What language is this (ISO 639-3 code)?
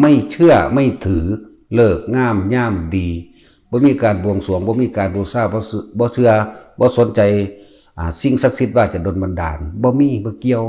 lao